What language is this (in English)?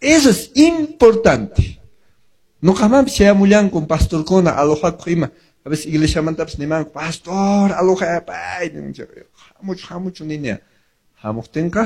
Quechua